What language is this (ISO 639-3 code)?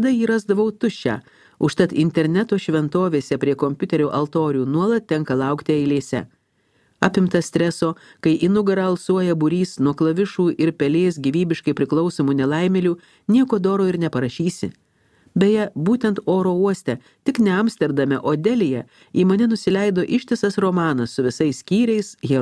lit